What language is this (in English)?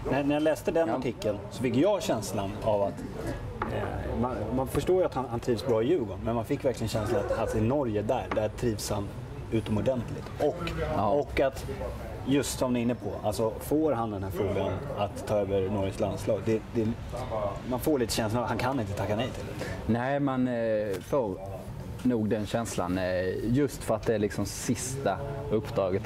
Swedish